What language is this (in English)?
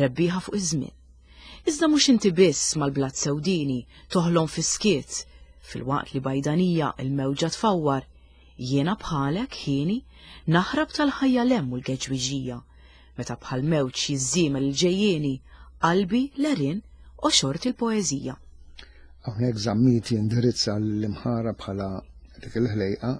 Maltese